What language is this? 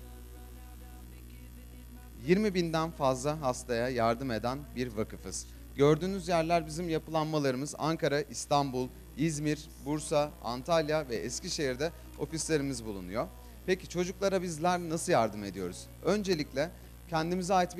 Turkish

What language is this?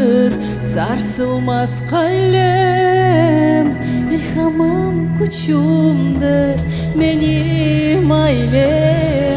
Crimean Tatar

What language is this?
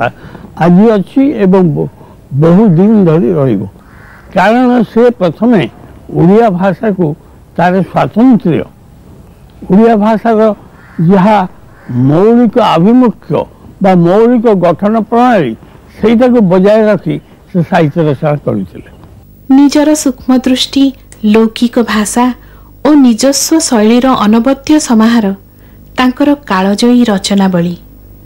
Odia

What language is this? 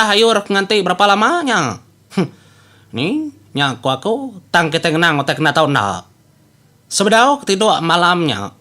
Iban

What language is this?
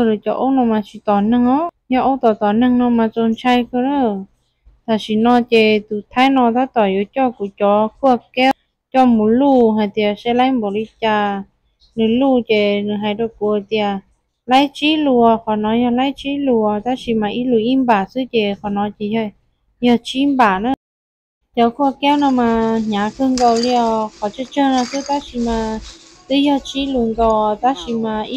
Hmong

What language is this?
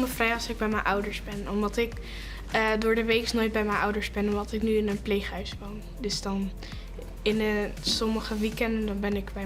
Western Frisian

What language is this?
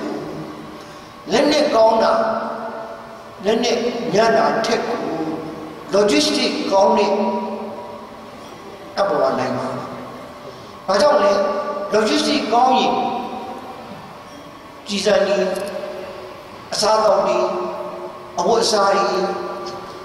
Burmese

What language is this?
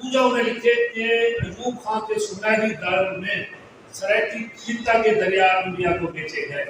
Saraiki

